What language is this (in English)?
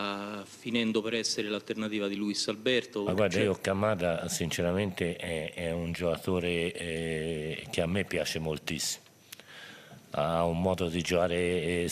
Italian